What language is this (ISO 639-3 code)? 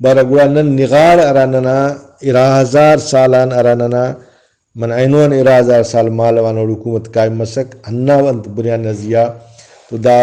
brh